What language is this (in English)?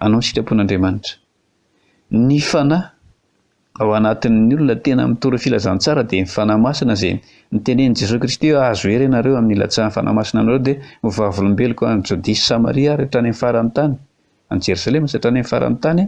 Malagasy